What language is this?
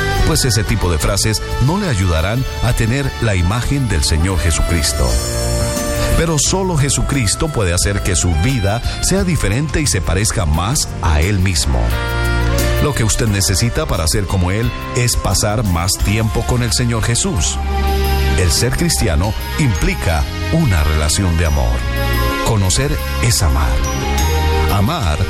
Spanish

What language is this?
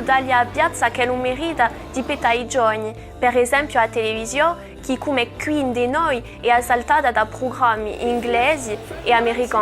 Corsican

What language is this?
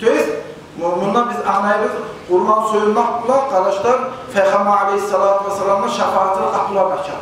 Kumyk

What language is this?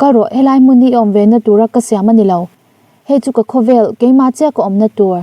Mizo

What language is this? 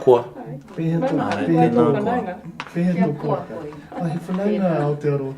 Māori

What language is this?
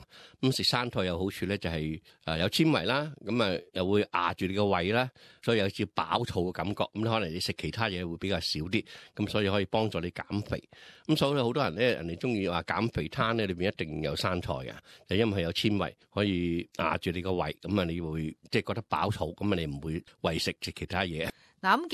Cantonese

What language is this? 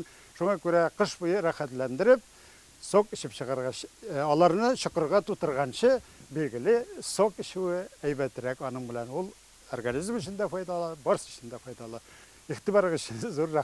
Tatar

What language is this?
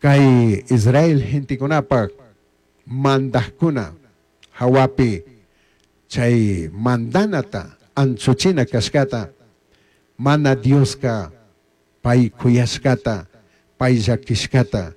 Chimborazo Highland Quichua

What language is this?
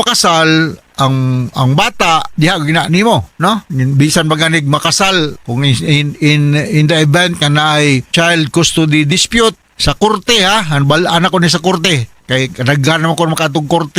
Cebuano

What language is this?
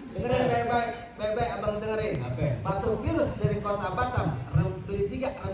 Betawi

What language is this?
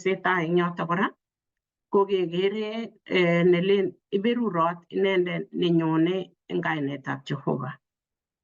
Kalenjin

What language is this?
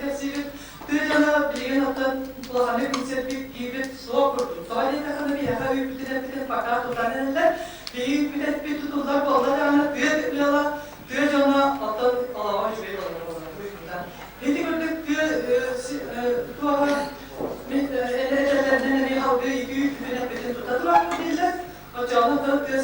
Yakut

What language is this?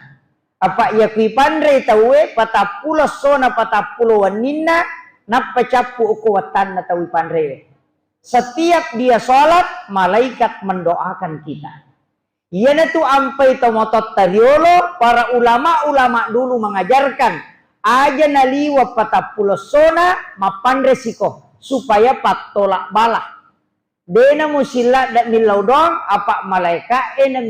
Buginese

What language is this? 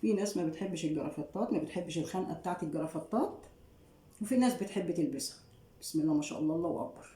Egyptian Arabic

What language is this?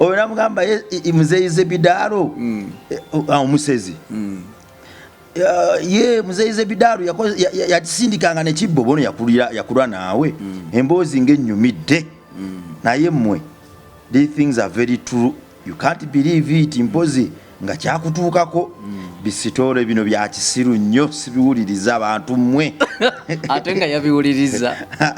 Ganda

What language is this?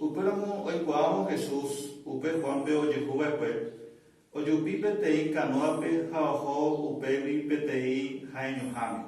Guarani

